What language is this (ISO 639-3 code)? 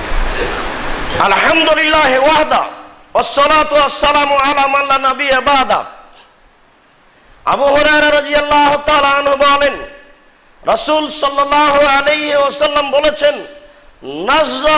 ben